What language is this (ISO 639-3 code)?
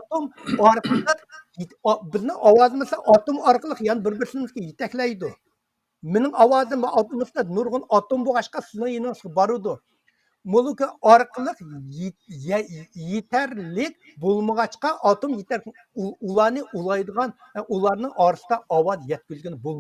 uig